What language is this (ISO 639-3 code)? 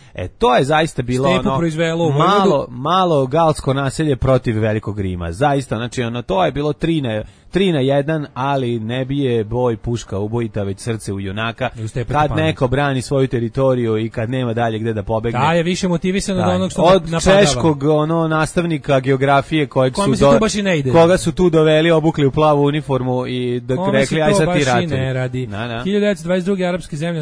srp